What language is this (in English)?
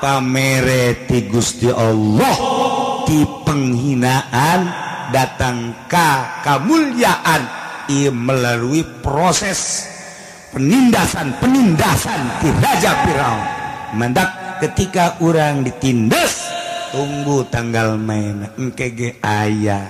Sundanese